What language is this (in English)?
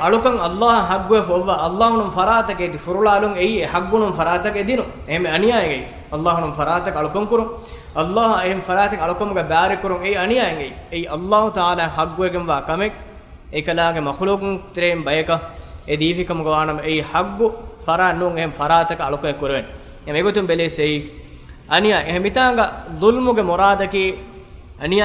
Divehi